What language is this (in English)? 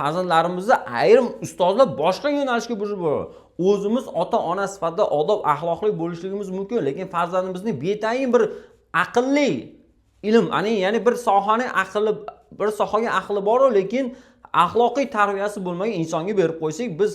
Uzbek